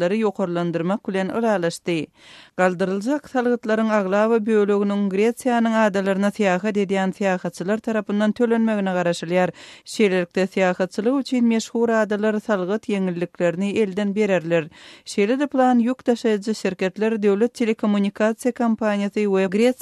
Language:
Turkmen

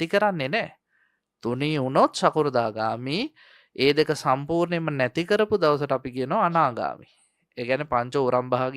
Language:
Sinhala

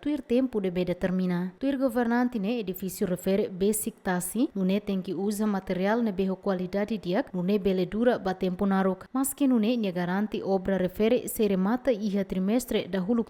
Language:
Tetum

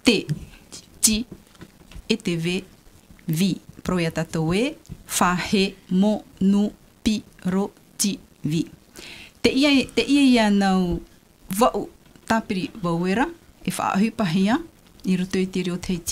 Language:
Tahitian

